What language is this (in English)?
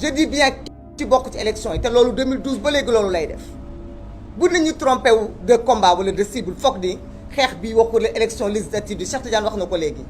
Wolof